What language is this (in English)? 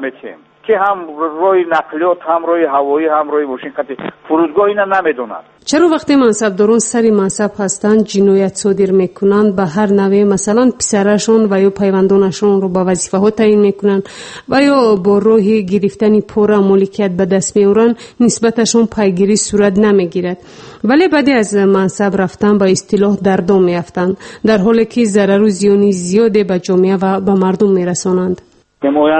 Persian